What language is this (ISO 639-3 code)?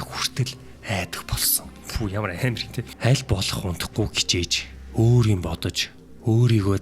mon